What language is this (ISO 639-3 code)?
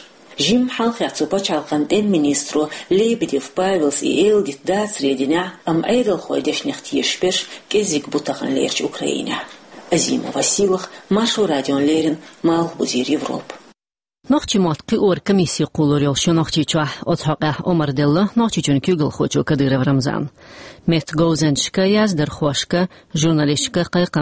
che